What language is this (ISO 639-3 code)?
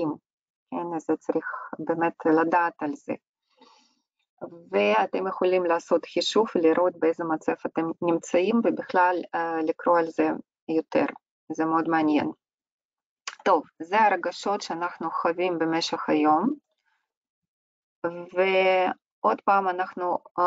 heb